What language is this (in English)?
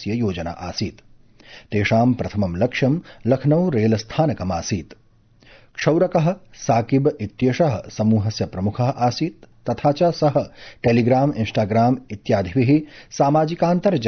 Sanskrit